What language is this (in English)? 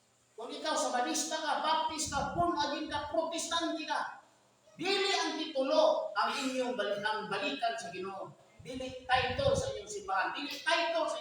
Cebuano